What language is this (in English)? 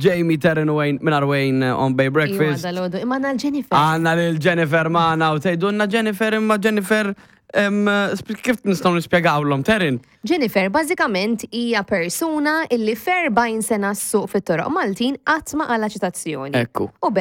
Maltese